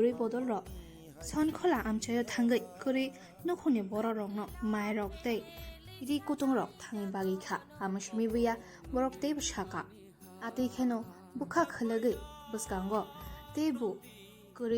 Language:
Kok Borok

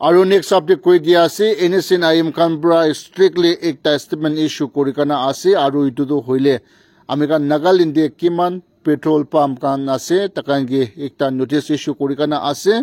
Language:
Naga Pidgin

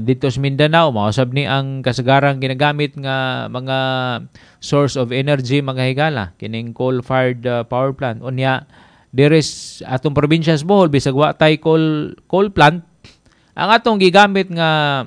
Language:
Cebuano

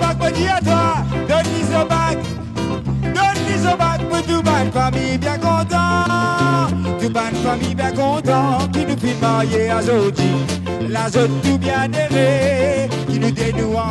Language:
Réunion Creole French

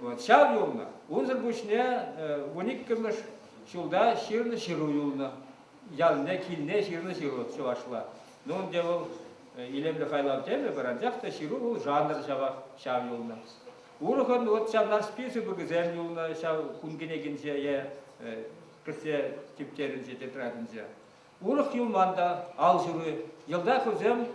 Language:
Chuvash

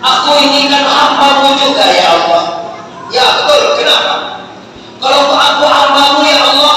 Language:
Minangkabau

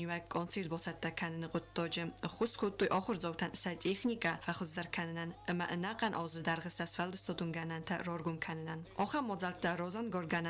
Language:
Ossetic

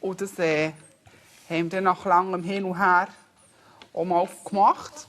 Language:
Swiss German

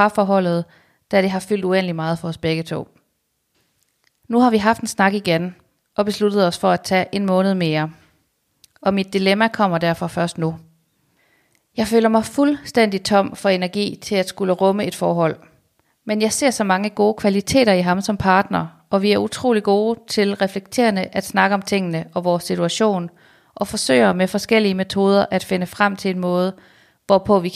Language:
Danish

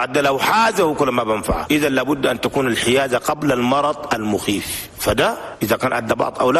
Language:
Chadian Arabic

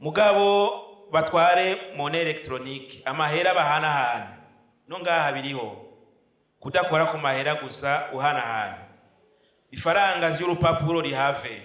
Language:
Rundi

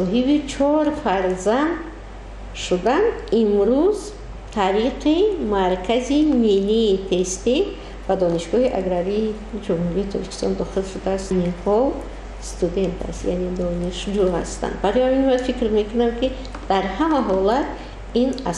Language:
Tajik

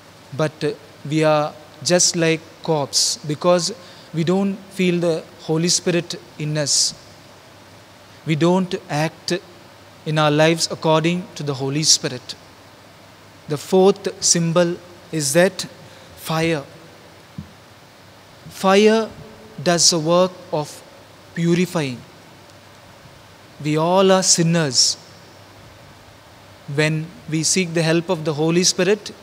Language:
English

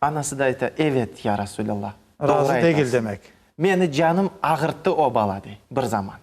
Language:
Crimean Tatar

